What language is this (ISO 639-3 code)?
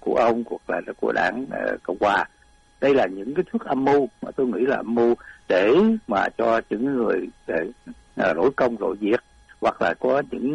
vie